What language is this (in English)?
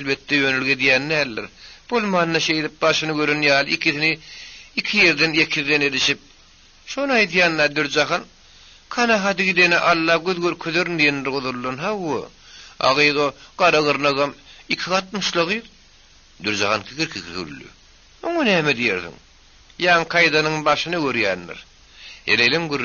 Turkmen